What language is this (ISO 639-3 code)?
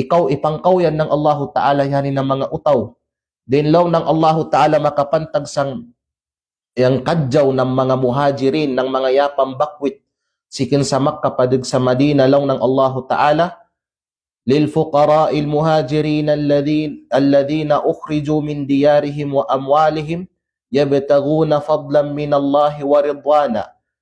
kqe